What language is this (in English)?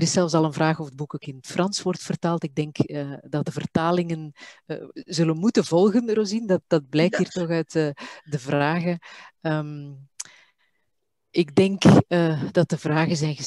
Dutch